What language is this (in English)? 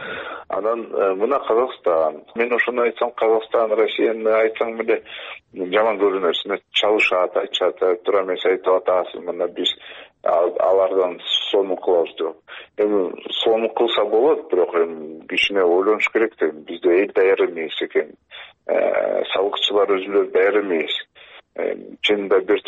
Kyrgyz